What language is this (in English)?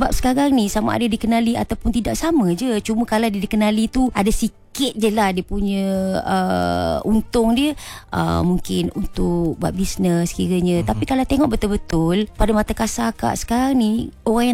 Malay